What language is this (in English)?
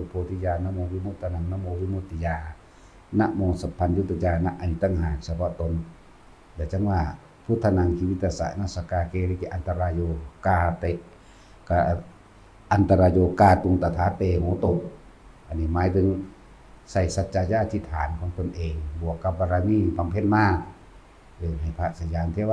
Lao